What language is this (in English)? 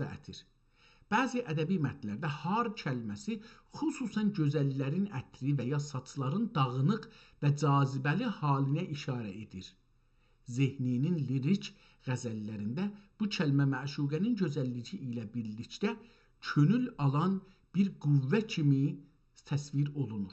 South Azerbaijani